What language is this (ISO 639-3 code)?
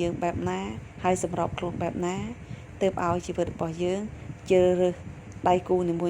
khm